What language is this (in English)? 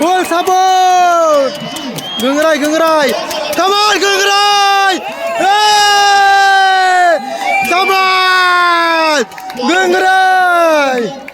Kok Borok